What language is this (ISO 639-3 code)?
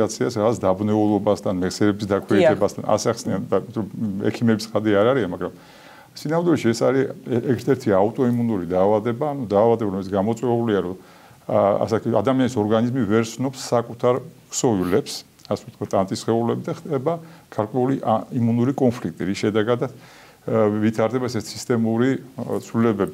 kat